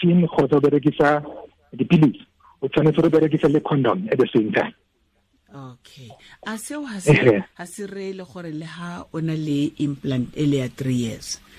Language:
Tswana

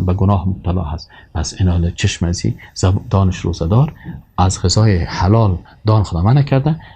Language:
Persian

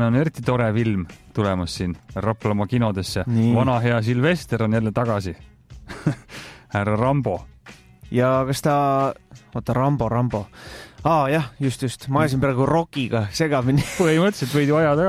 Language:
Estonian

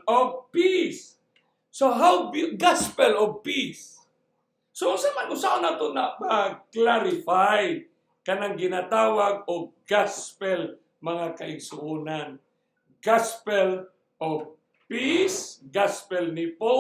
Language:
Cebuano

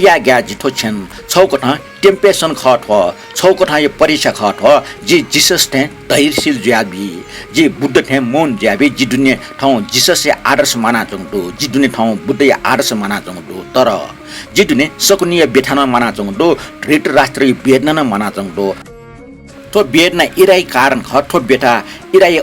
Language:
Newari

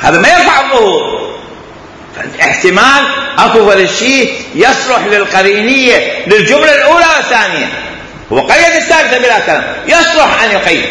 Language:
Mesopotamian Arabic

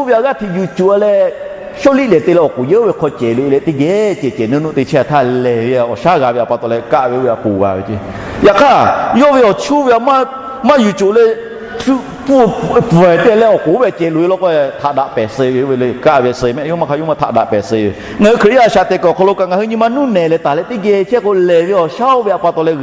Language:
Lahu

